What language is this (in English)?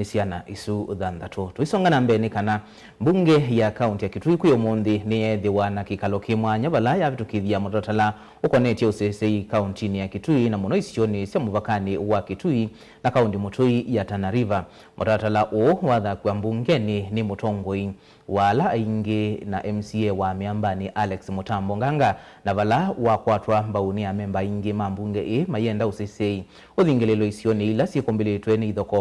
Kamba